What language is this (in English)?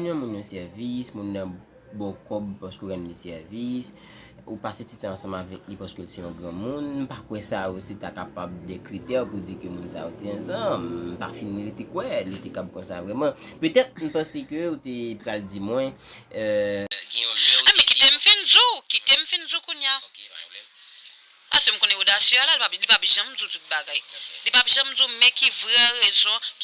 Haitian Creole